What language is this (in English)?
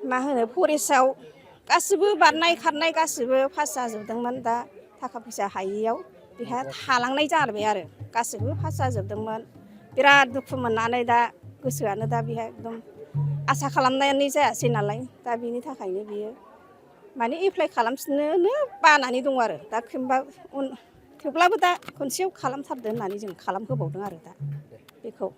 Bodo